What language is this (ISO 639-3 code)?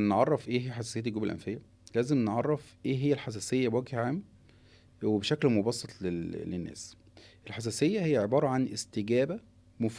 arz